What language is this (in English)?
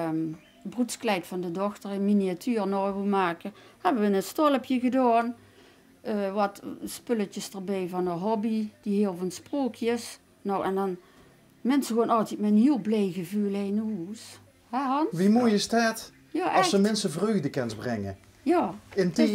Limburgish